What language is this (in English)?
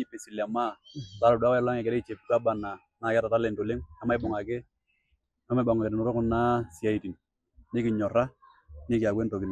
Masai